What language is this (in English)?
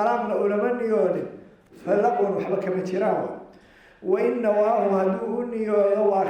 Somali